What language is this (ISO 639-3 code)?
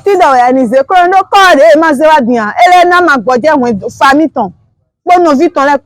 fon